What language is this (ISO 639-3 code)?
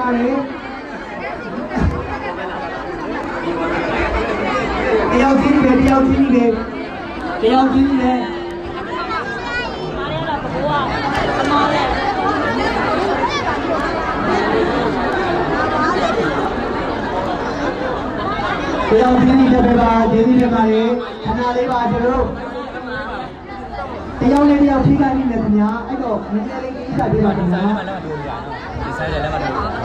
mya